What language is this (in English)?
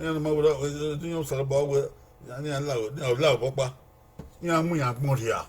Bini